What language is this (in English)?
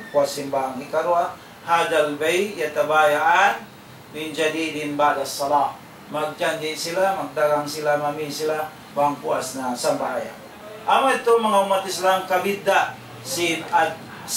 Tausug